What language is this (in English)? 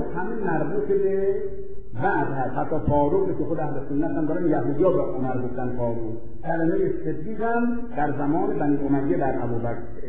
Persian